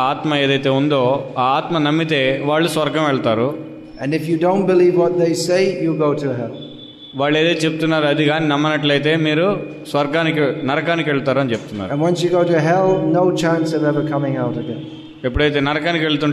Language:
Telugu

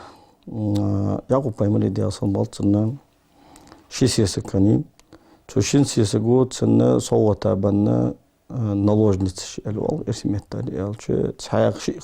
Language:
Ingush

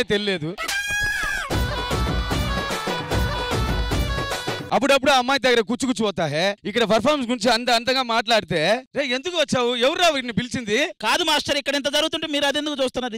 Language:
Telugu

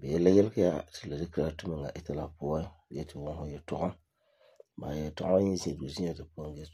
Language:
Frafra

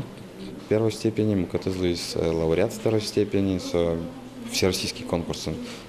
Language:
Udmurt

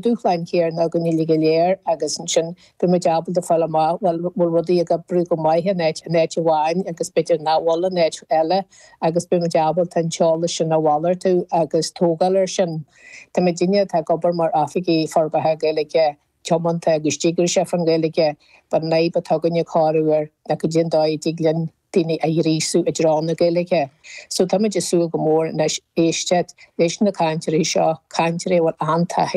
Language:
Irish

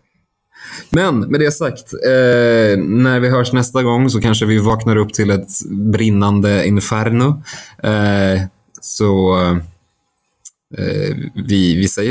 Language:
Swedish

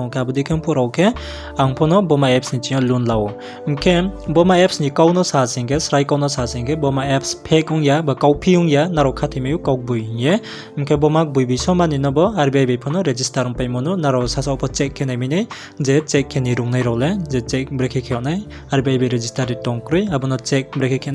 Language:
Riang (India)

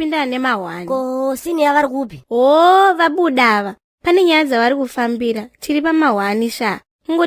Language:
Shona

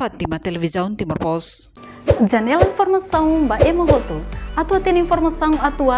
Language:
Tetum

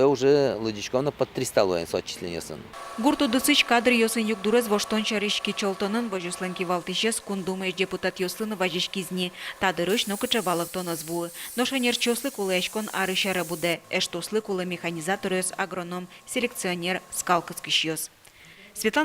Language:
Udmurt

